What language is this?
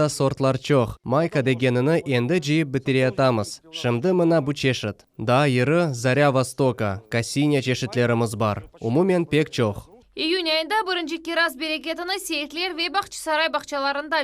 Crimean Tatar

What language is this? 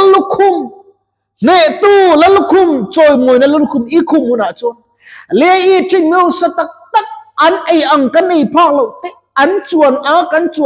Mizo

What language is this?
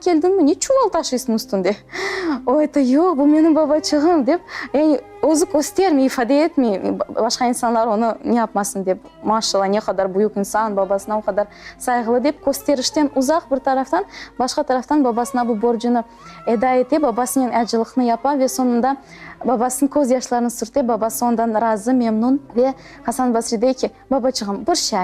Crimean Tatar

